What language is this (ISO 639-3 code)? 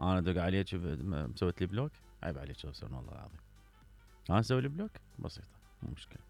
acm